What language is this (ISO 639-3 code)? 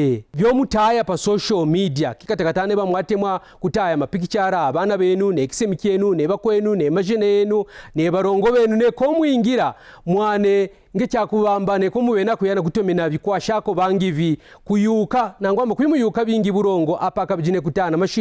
kqn